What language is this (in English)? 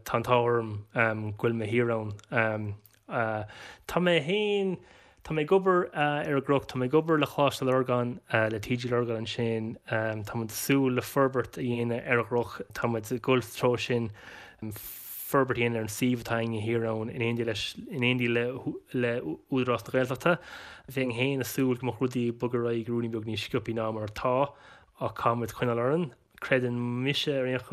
Irish